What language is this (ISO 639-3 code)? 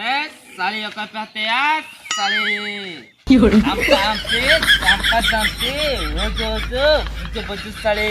sat